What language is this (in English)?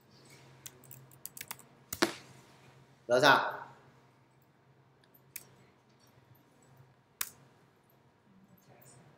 Vietnamese